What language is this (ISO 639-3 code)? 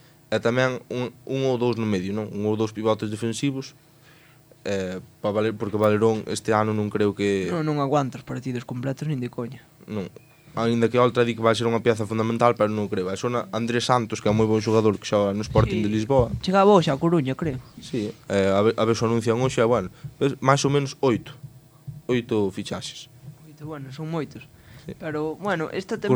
glg